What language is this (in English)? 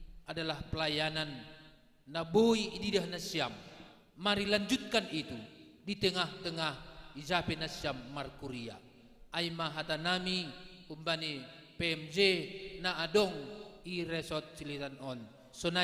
Batak Simalungun